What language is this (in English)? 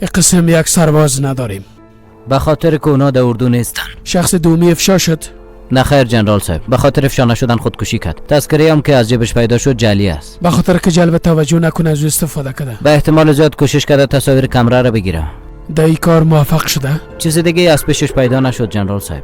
Persian